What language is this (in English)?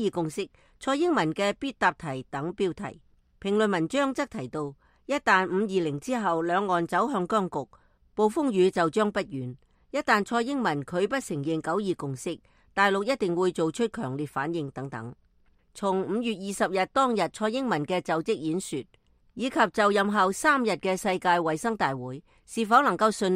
Cantonese